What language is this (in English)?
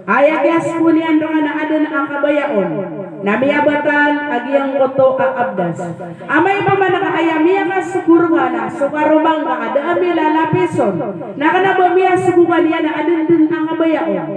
Maranao